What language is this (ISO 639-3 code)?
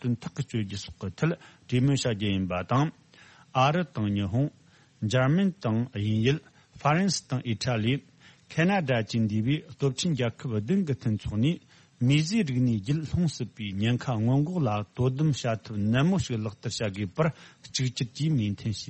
bod